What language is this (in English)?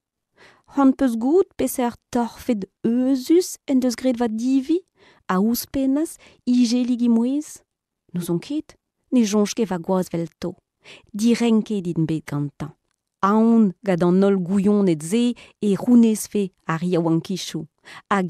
Breton